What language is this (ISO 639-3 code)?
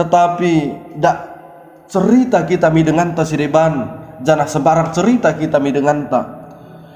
btd